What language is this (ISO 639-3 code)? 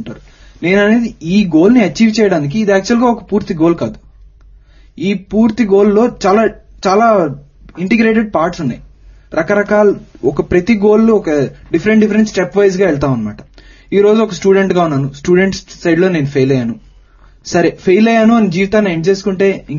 tel